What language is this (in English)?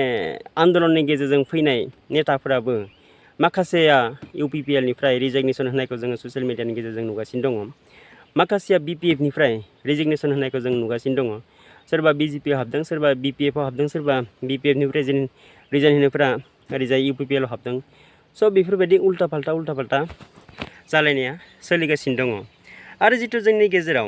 Bodo